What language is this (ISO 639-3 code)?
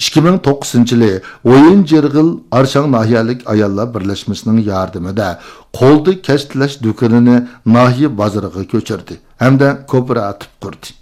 uig